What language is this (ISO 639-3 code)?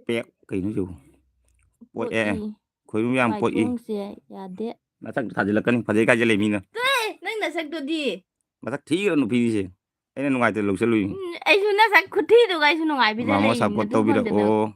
mni